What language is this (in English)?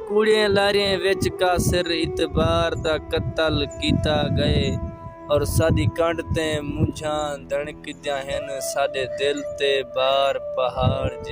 Saraiki